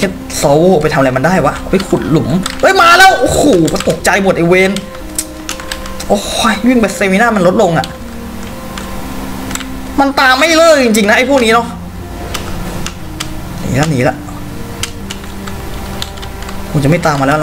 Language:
Thai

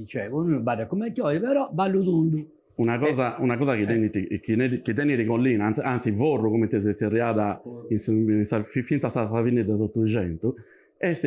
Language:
Sardinian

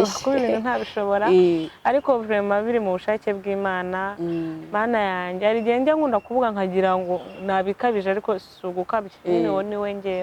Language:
Kinyarwanda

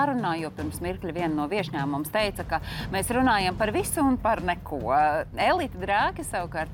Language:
Latvian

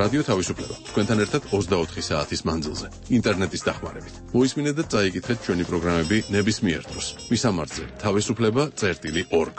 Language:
Georgian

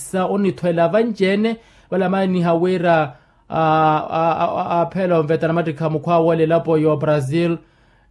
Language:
Makhuwa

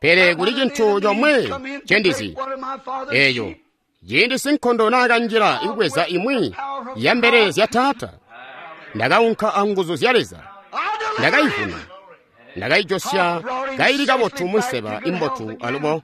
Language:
Tonga (Zambia)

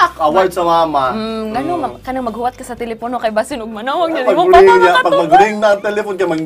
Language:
Cebuano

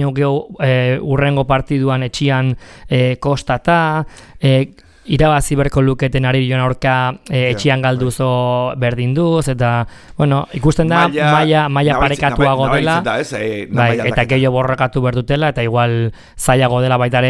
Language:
Basque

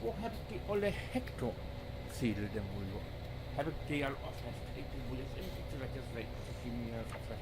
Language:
Low German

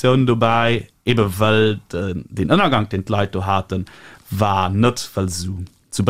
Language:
Luxembourgish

